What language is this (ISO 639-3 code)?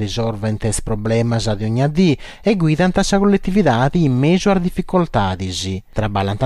srd